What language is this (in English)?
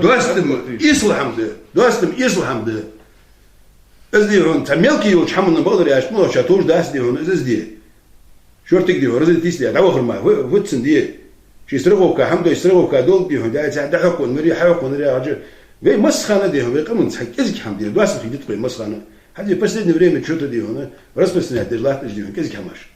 Ingush